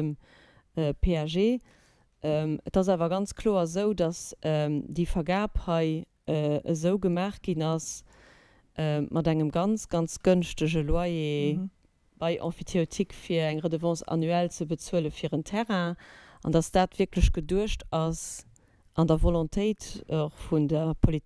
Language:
Luxembourgish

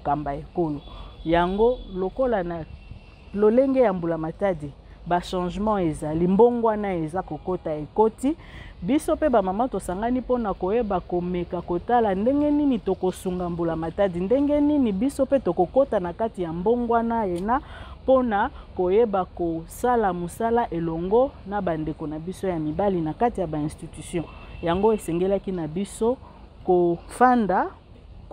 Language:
Lingala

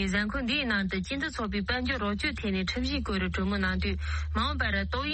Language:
Tibetan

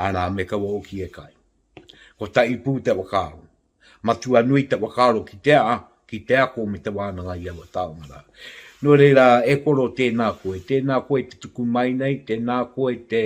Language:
Māori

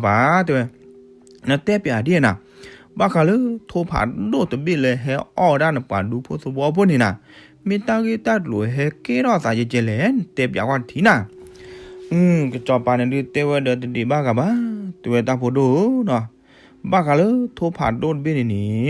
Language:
S'gaw Karen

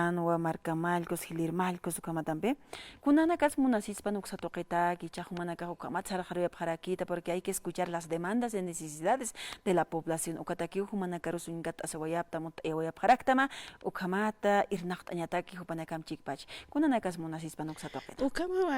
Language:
Aymara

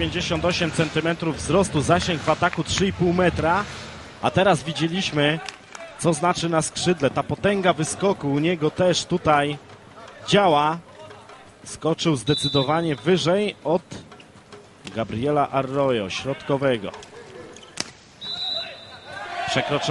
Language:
Polish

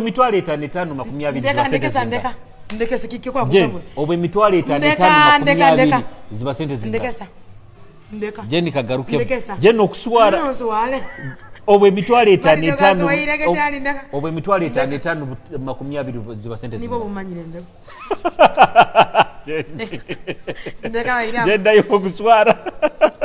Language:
Nyoro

